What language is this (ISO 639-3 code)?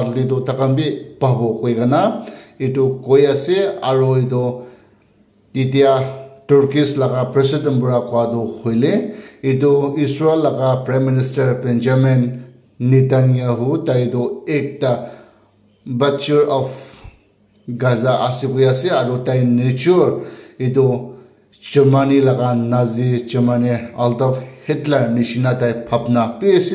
nag